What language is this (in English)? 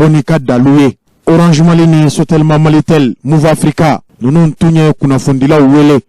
Bambara